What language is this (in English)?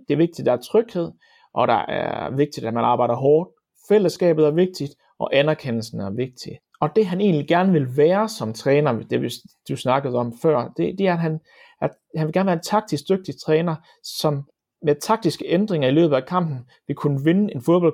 Danish